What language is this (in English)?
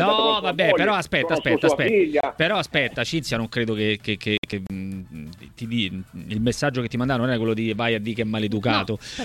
Italian